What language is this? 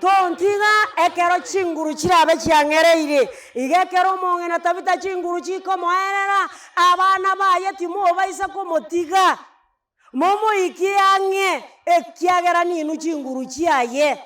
Gusii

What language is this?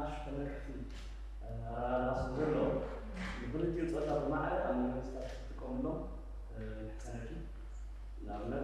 Tigrinya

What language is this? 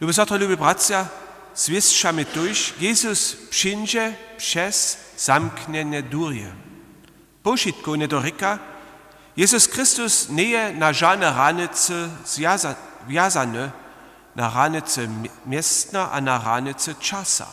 Upper Sorbian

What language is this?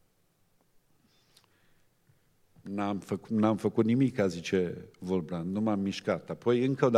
Romanian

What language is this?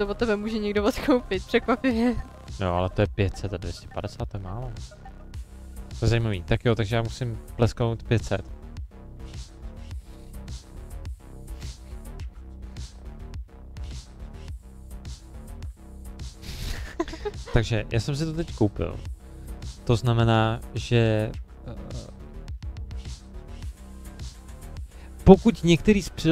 Czech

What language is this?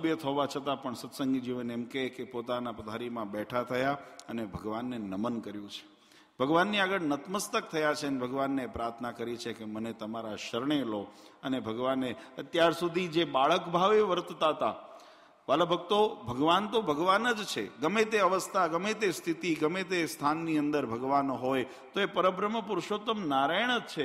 Gujarati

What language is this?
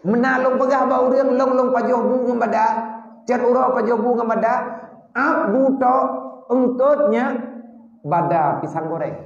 Achinese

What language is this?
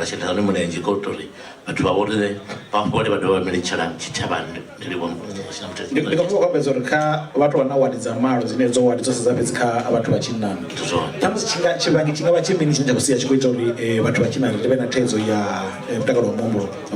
Venda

